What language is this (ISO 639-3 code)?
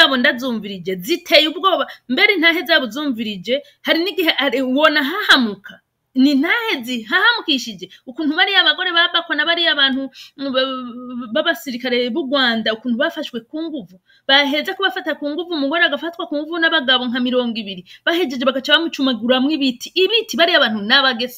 run